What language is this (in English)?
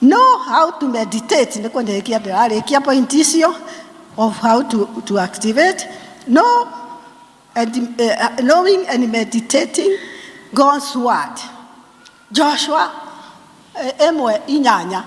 Kikuyu